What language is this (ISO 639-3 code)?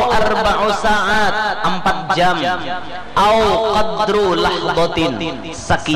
bjn